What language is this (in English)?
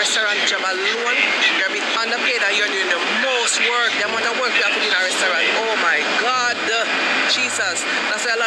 Jamaican Creole English